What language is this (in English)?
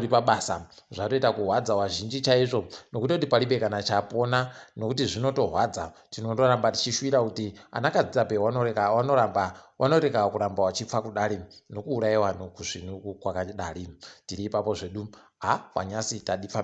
Ndau